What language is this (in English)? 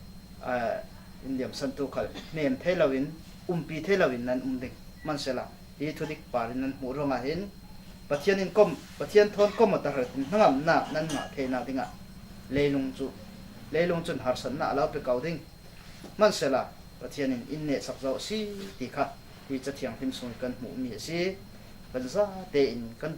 Falam Chin